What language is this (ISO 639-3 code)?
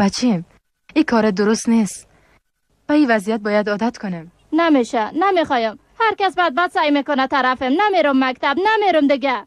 fas